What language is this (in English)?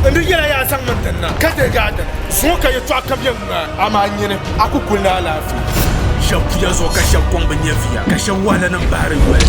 Dagbani